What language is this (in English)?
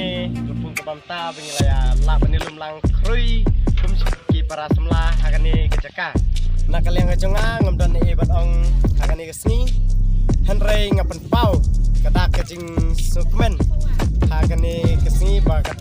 Khasi